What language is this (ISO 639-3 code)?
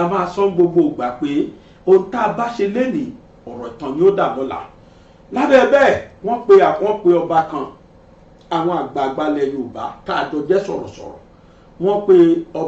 yor